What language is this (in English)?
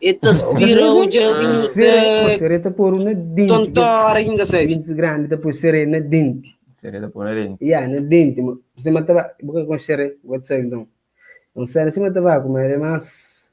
Kabuverdianu